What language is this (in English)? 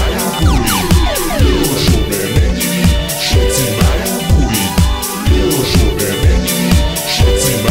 Slovak